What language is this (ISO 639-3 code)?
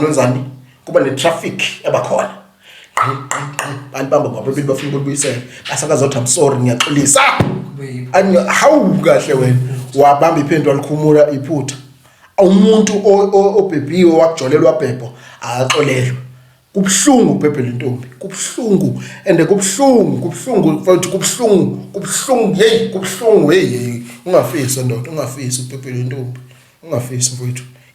zul